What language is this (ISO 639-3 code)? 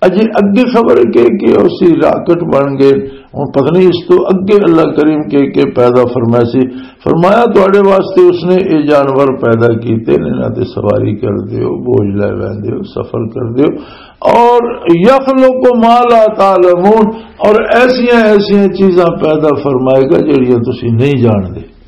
lah